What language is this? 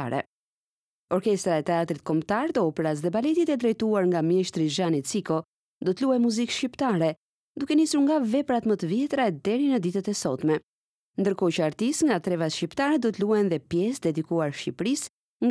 Albanian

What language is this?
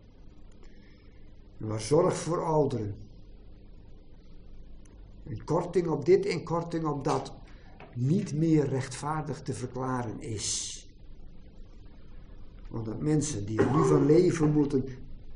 Dutch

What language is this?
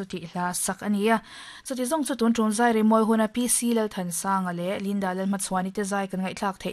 Mizo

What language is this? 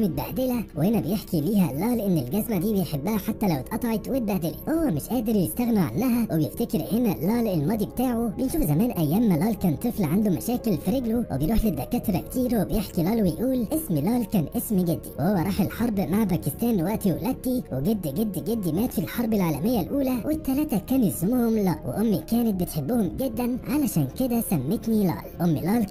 Egyptian Arabic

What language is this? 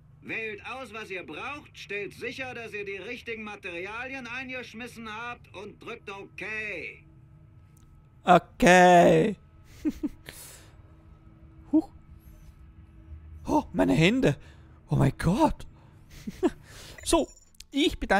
German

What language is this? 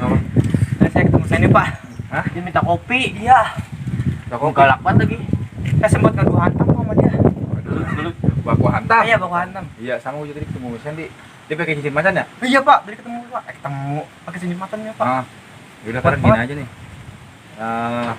Betawi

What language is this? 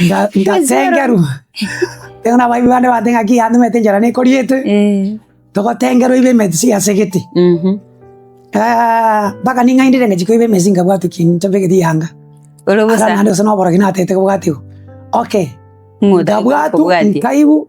Gusii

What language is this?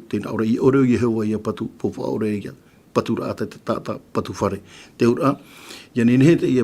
Tahitian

